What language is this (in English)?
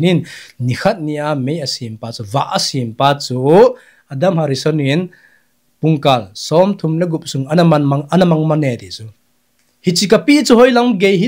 Thado Chin